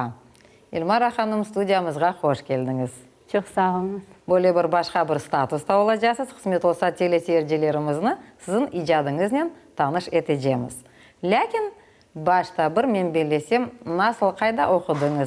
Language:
Crimean Tatar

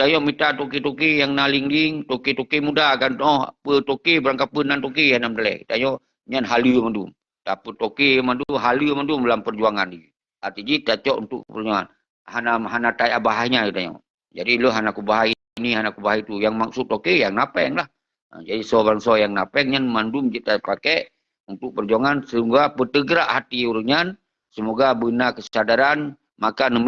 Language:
Achinese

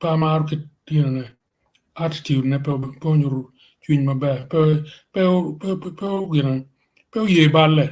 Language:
Acoli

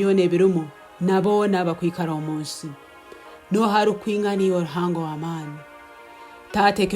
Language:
Tooro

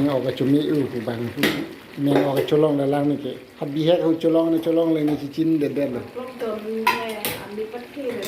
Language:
Karbi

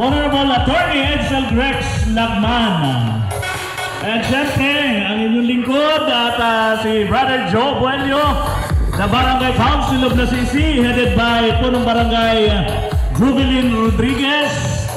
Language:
Filipino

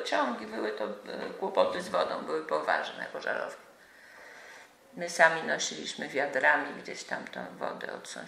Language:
Polish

